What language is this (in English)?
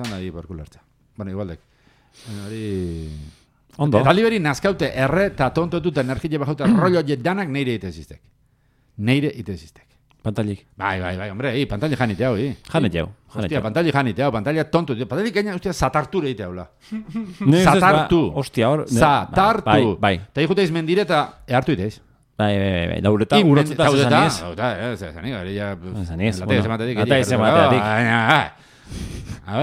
Basque